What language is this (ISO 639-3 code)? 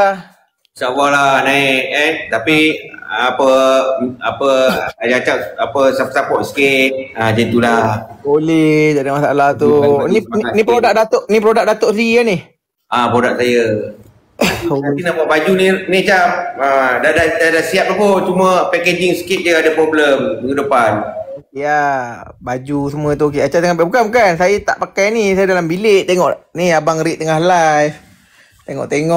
msa